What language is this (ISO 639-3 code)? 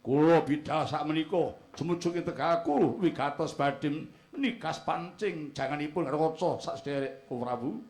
jav